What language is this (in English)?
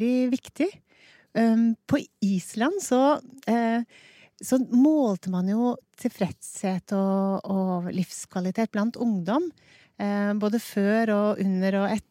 Norwegian